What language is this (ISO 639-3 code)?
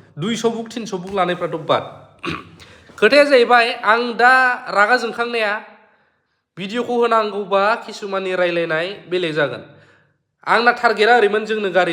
brx